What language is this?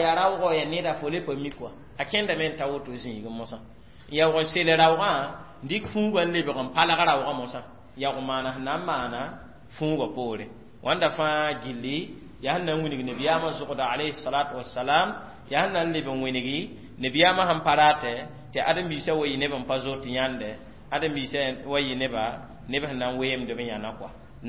Mossi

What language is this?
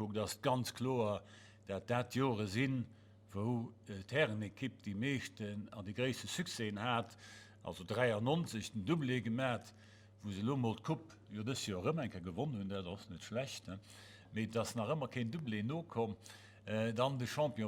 Luxembourgish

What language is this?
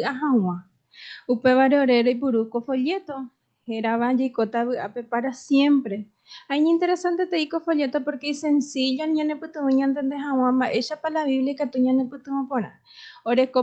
Guarani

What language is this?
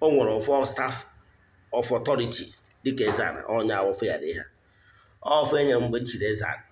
Igbo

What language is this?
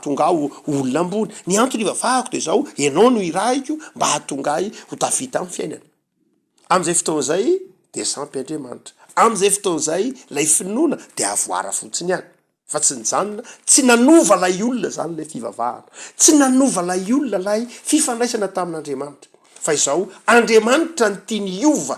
Malagasy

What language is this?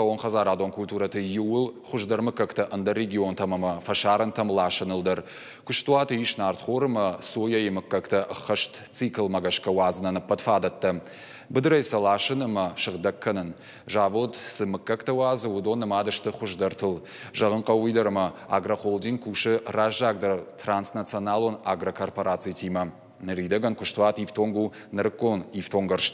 Ossetic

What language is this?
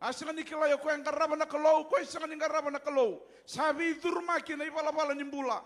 Fijian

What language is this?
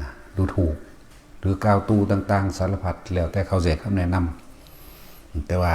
Northeastern Thai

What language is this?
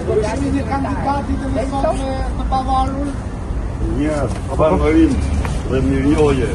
Albanian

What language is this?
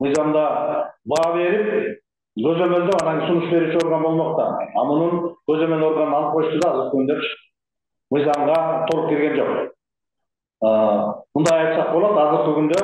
Kyrgyz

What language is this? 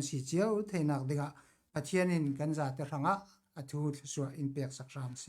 Falam Chin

